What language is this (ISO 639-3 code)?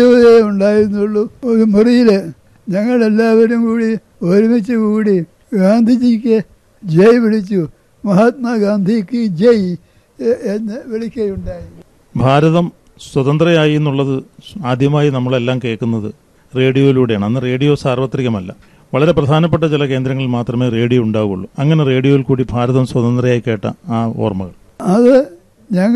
mal